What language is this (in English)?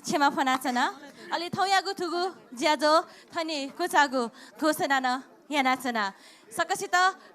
Newari